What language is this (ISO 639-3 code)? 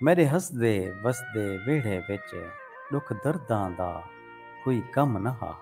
skr